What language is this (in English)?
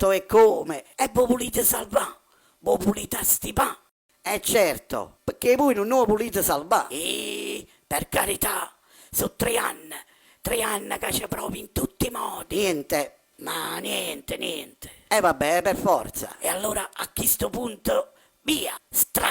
Neapolitan